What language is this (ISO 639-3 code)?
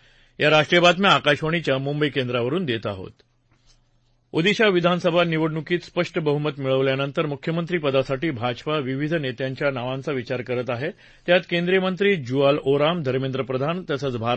mar